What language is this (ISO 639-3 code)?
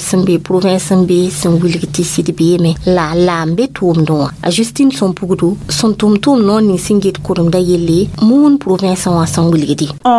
mos